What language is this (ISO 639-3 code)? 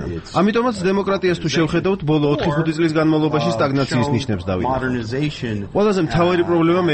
kat